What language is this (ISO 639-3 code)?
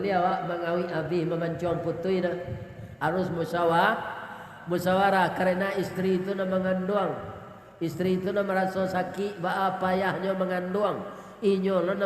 min